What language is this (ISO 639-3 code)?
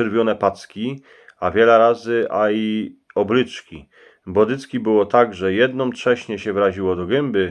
szl